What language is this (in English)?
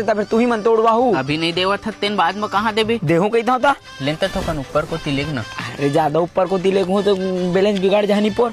Chhattisgarhi